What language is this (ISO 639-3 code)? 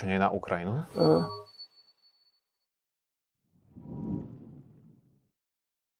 slk